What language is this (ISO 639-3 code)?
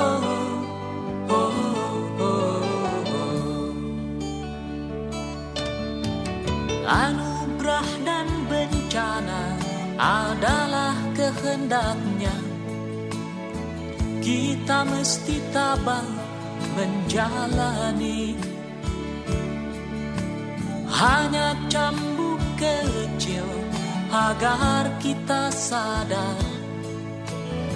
ind